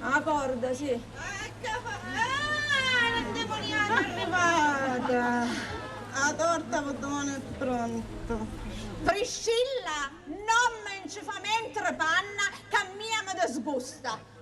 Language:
Sicilian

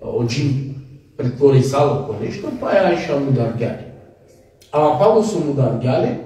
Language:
Balkan Romani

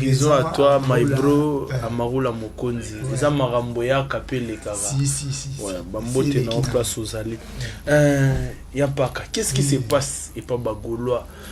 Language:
Lingala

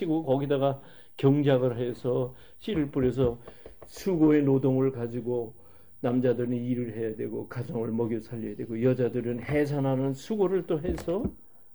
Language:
Korean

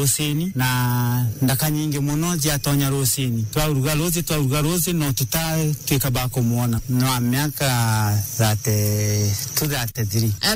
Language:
Meru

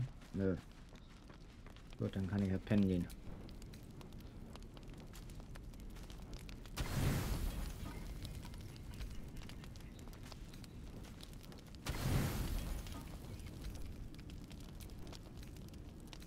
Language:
German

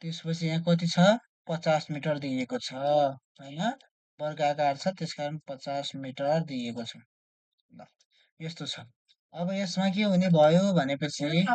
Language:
Nepali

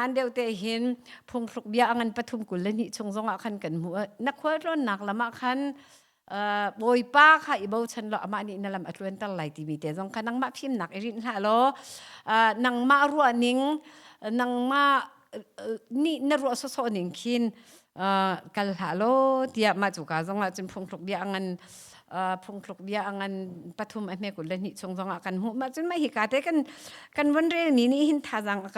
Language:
Hakha Chin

